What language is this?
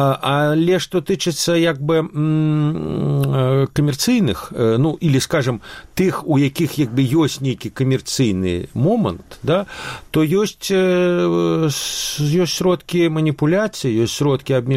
Belarusian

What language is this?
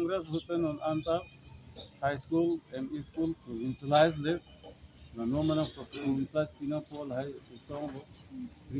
Karbi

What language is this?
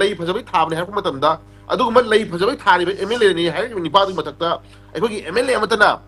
Manipuri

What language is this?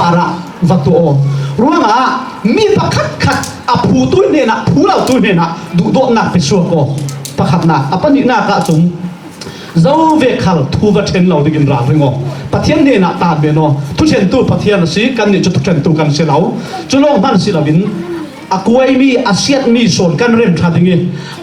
Falam Chin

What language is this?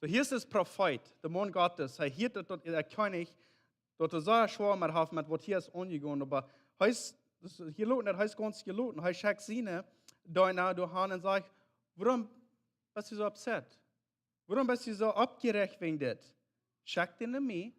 Plautdietsch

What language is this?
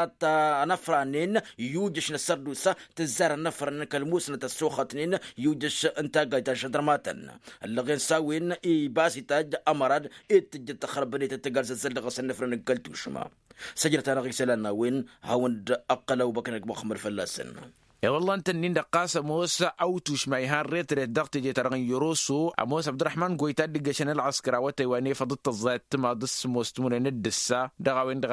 Tamasheq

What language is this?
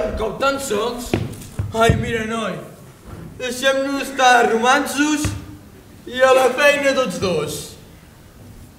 Catalan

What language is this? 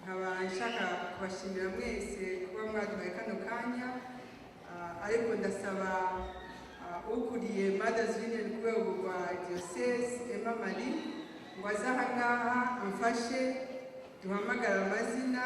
Kinyarwanda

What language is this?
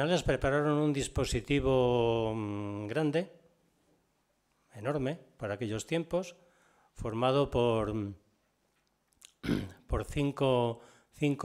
Spanish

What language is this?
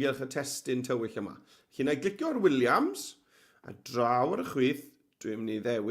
Welsh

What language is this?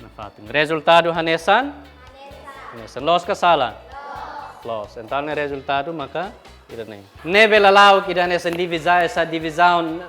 Tetum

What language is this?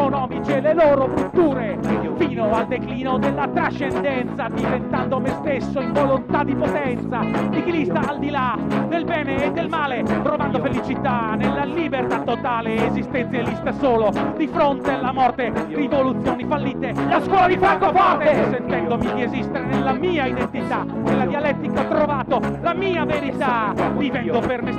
Italian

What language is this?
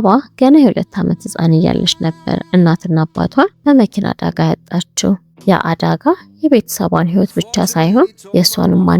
Amharic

